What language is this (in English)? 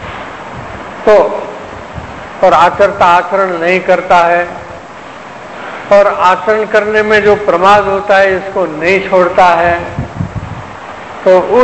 Hindi